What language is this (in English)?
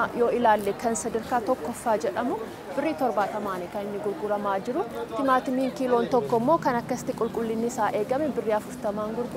Oromo